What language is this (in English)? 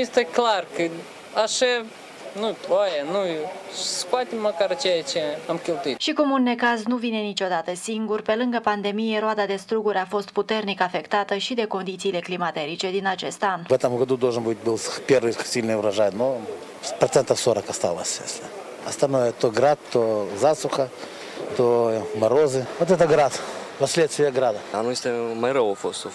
Romanian